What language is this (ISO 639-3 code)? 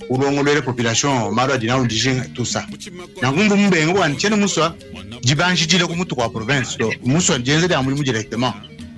lua